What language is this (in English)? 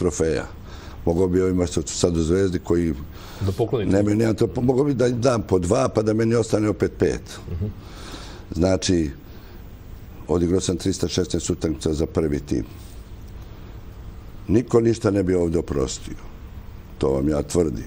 Serbian